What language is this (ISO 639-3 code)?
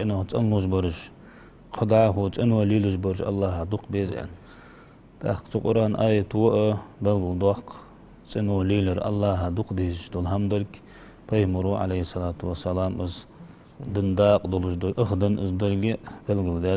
inh